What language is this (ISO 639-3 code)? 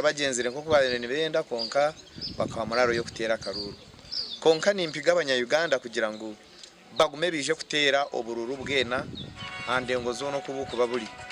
nyn